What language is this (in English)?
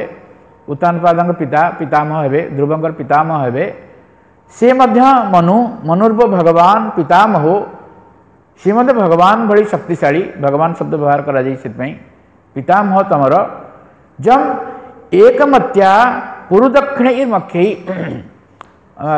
Odia